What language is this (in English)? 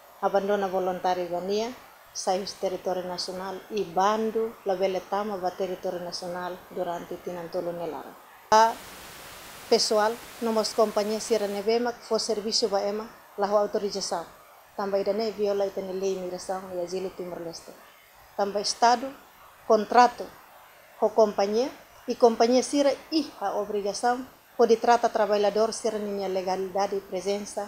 Tetum